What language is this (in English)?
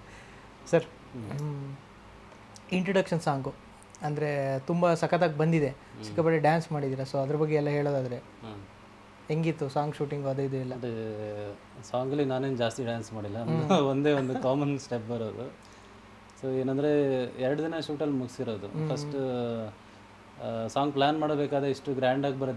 Kannada